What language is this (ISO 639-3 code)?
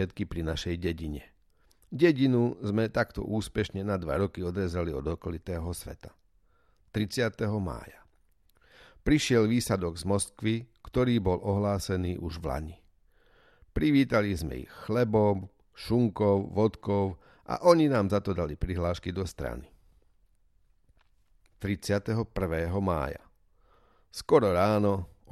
slk